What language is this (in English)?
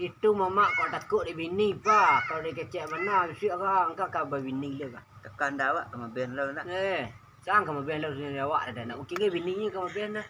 Minangkabau